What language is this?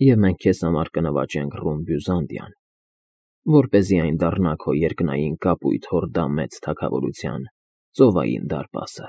Armenian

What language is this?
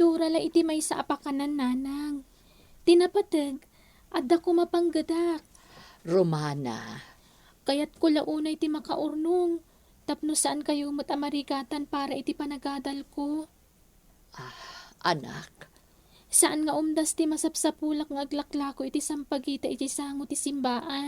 Iloko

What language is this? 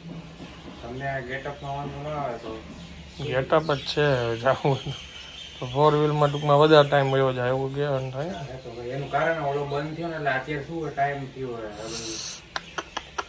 Gujarati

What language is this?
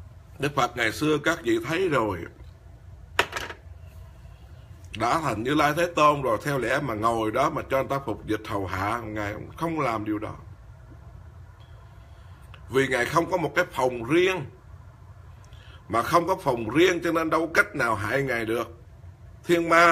Vietnamese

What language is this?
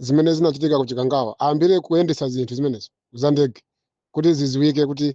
Nyanja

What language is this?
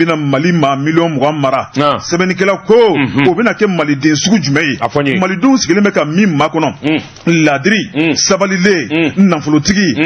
Bambara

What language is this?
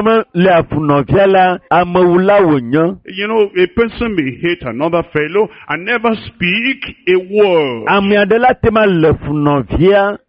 Ewe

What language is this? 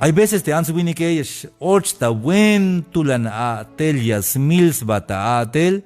Tzeltal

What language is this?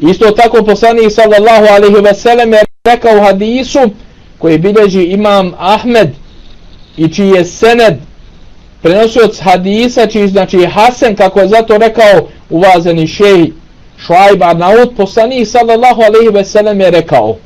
Bosnian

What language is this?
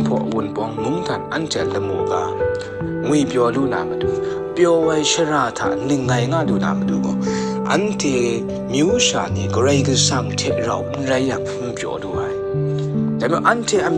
Kachin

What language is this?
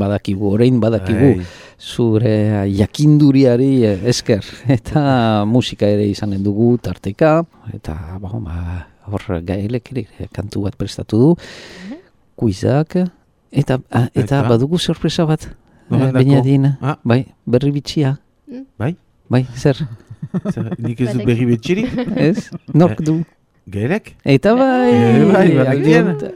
Basque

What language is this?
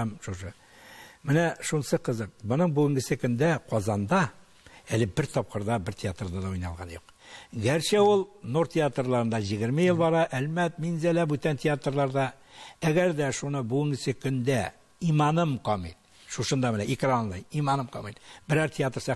Tatar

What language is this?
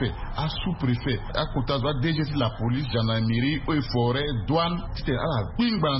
Sango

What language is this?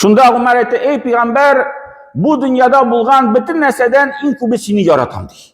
Tatar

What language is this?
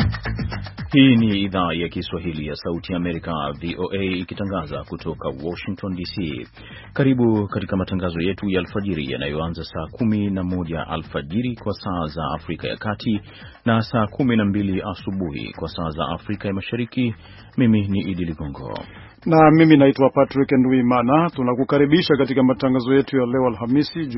Swahili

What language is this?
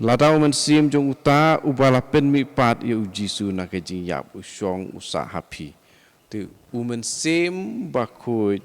Khasi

